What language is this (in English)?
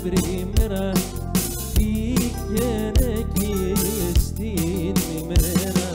Greek